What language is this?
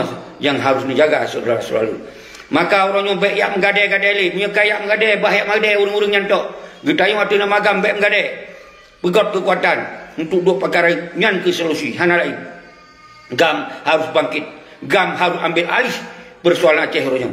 Achinese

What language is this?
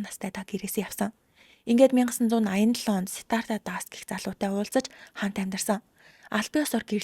Mongolian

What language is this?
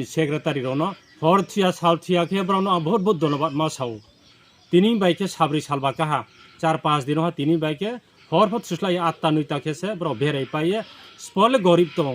Riang (India)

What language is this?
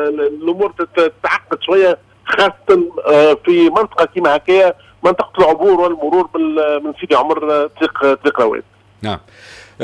Tunisian Arabic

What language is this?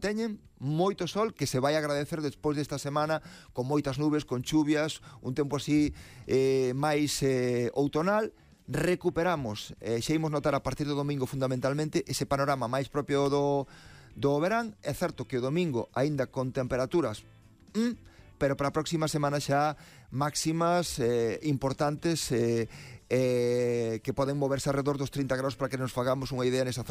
Galician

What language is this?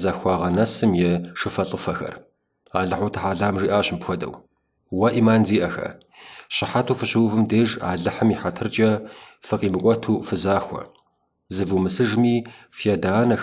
Kabardian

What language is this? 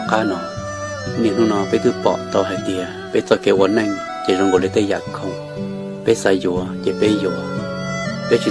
Hmong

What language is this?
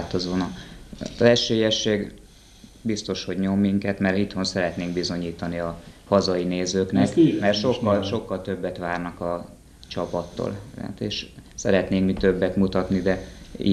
Hungarian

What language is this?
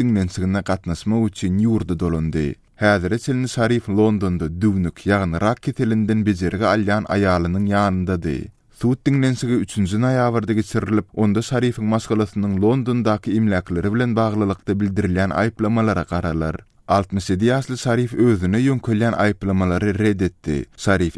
Turkmen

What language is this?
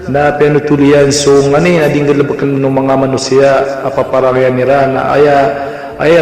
Maranao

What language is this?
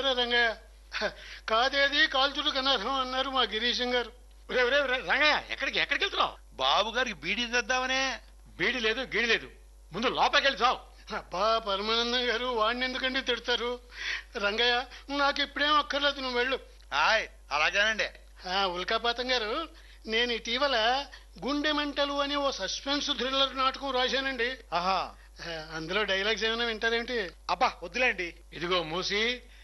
Telugu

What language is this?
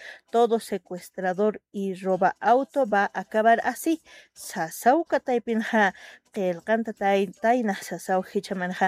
Aymara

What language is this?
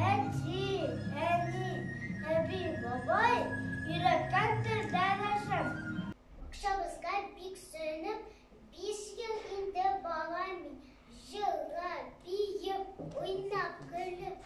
Tatar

